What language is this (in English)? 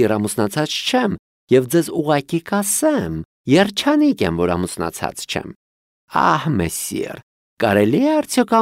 Armenian